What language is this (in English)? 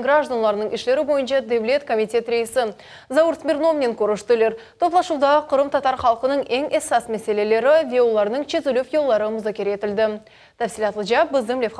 Crimean Tatar